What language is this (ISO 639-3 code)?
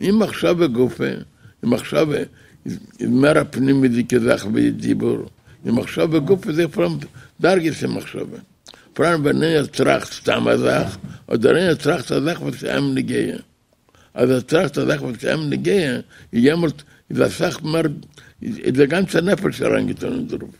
yid